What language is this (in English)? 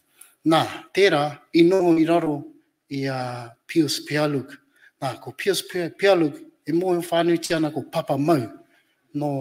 Māori